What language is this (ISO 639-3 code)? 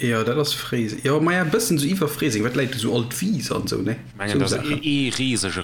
ltz